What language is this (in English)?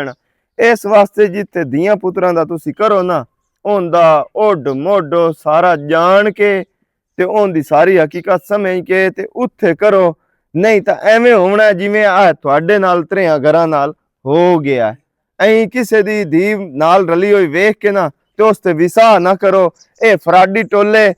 Western Panjabi